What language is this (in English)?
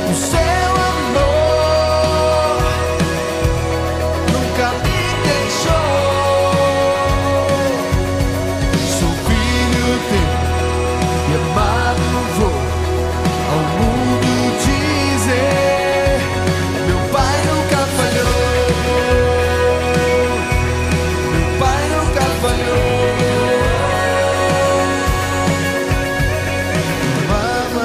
Portuguese